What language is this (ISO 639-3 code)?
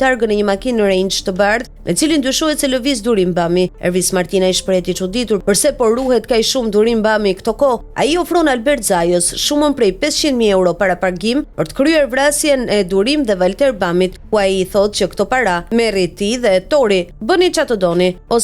sqi